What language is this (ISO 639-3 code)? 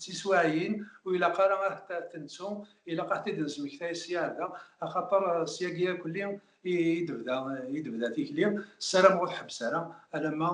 kab